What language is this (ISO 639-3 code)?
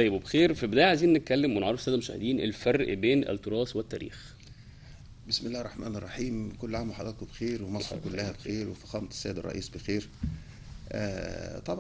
arz